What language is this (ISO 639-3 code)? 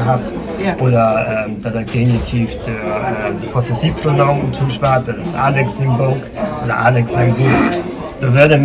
nds